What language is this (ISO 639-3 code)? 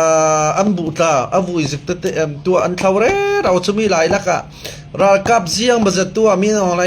cfm